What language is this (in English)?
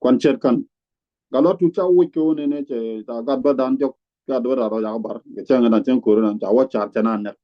Nuer